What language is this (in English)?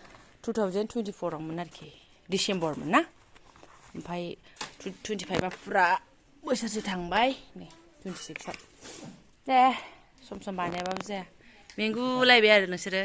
Bodo